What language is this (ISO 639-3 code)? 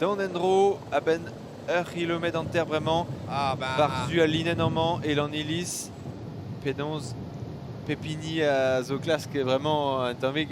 bre